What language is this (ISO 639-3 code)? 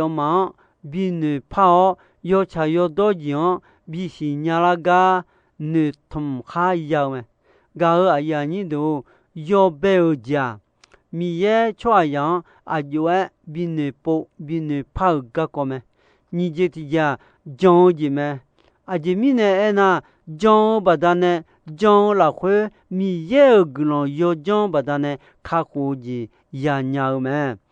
ahk